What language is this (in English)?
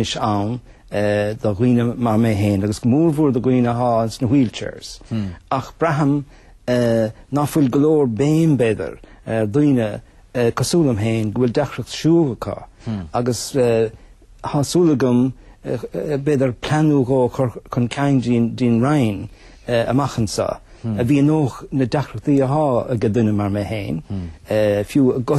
Irish